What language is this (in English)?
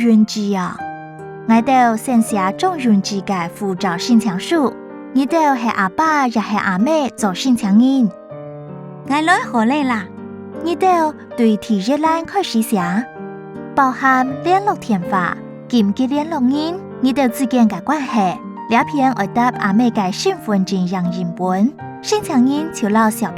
Hakka Chinese